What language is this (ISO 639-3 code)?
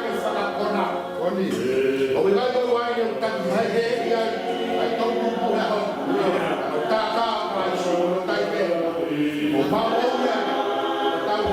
ton